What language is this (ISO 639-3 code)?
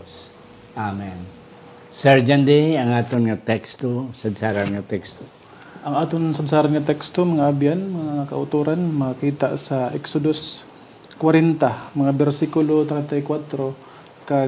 hil